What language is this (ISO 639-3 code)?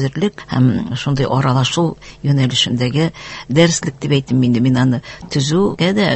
tat